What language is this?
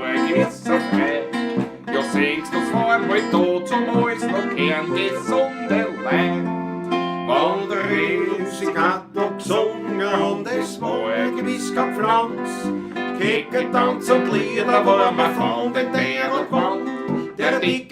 Bavarian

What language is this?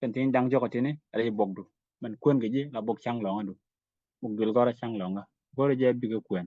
Nuer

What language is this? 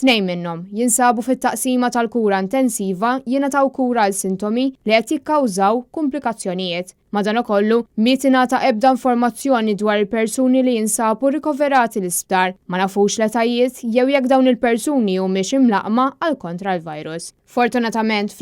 Maltese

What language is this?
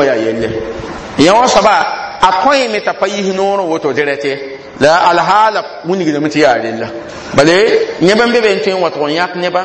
Mossi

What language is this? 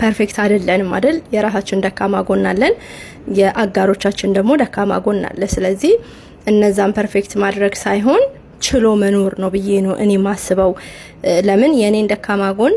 Amharic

